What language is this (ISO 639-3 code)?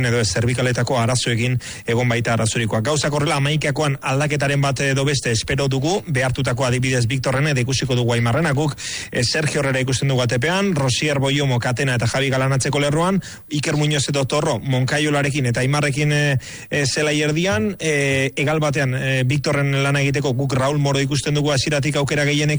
eus